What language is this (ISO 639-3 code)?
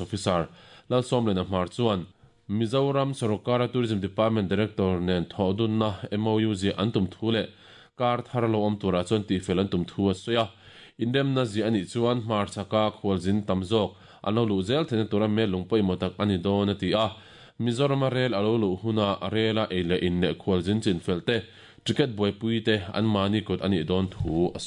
lus